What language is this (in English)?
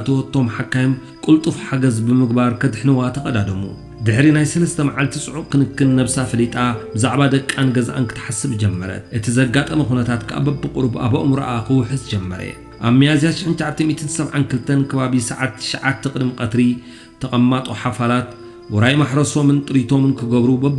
Tigrinya